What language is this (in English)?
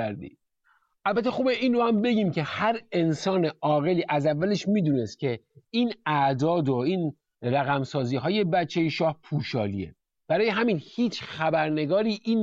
Persian